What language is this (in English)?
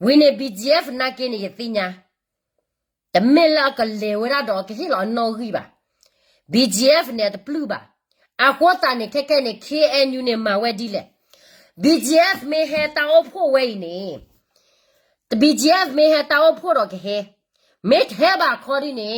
S'gaw Karen